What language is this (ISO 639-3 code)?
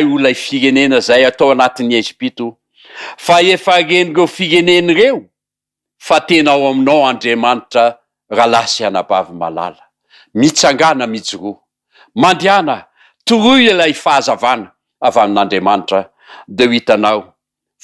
mlg